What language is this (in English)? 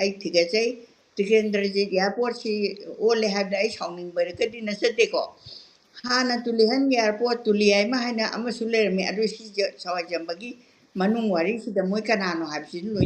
Manipuri